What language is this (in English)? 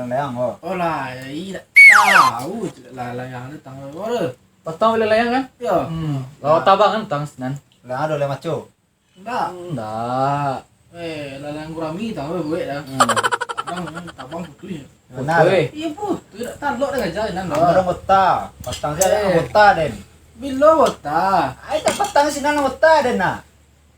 Minangkabau